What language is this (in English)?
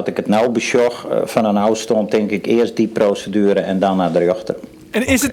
Western Frisian